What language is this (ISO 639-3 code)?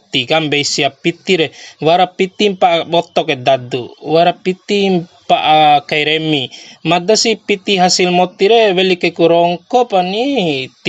bhp